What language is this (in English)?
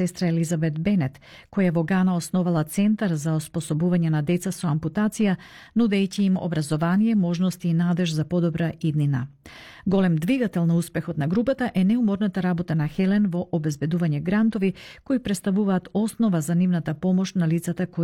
Macedonian